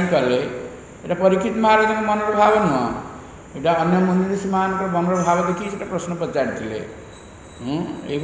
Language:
Odia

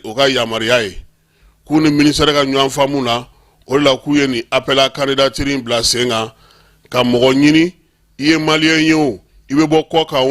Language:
Bambara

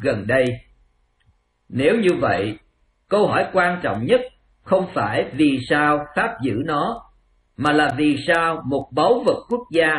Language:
Vietnamese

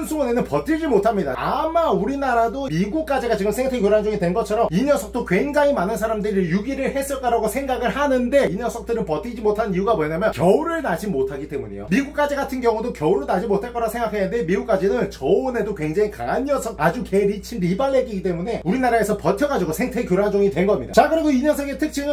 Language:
Korean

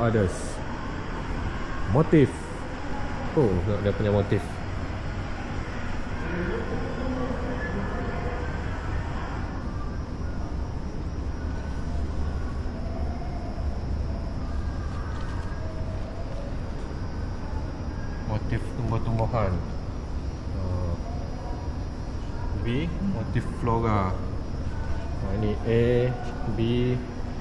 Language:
Malay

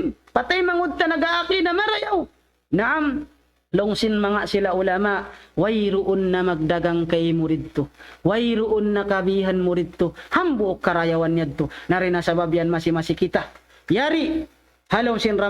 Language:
Tausug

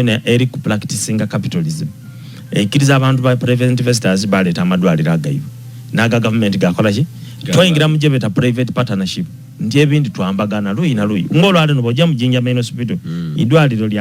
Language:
Ganda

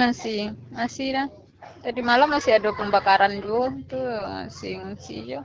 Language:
Minangkabau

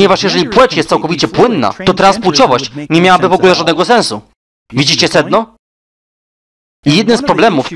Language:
Polish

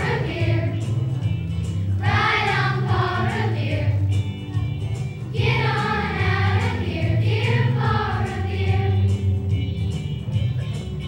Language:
English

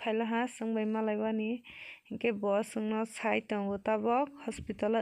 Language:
Kok Borok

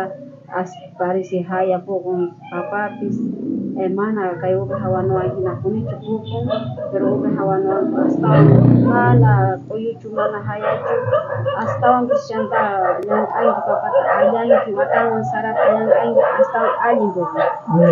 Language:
South Bolivian Quechua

